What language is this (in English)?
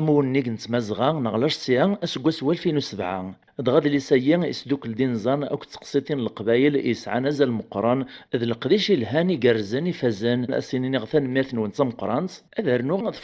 Kabyle